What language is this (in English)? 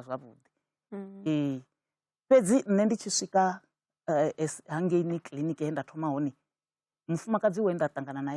Venda